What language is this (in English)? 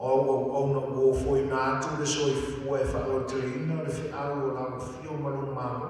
Samoan